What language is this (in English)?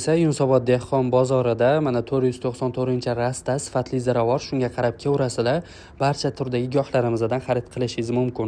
Uzbek